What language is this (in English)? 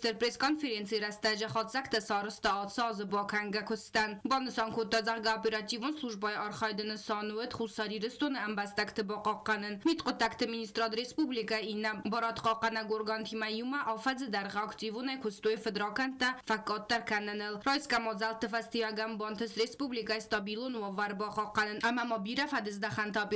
Ossetic